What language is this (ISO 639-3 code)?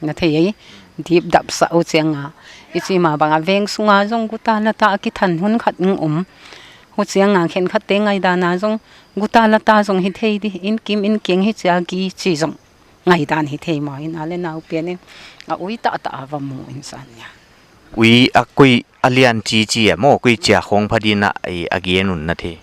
pck